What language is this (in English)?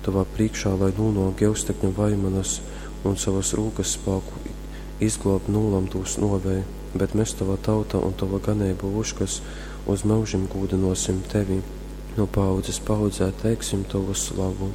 Latgalian